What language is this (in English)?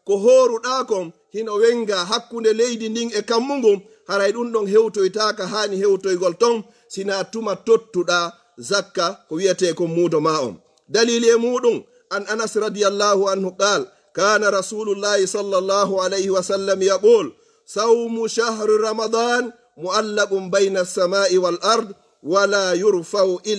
Fula